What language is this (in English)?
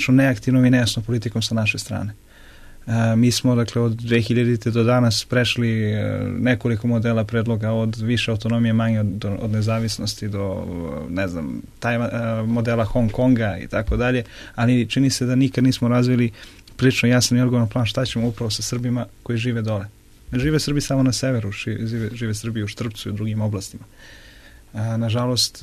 Serbian